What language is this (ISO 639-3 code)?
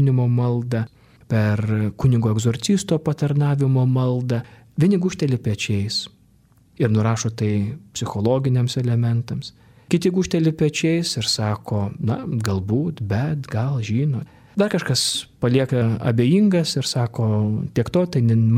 lit